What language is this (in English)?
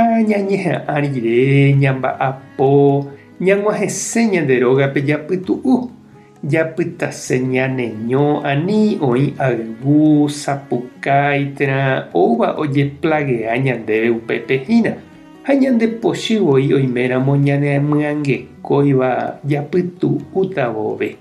Guarani